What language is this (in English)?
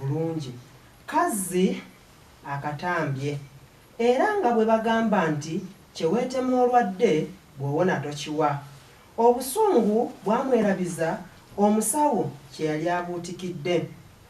Ganda